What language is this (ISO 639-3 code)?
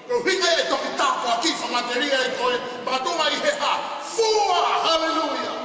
ton